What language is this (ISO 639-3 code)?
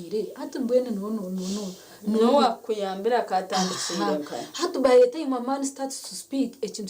nyn